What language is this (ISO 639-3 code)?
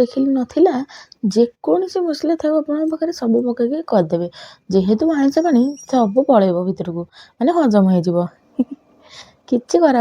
ori